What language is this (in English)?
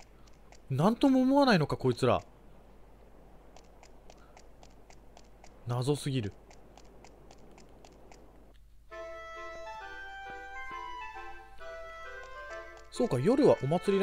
Japanese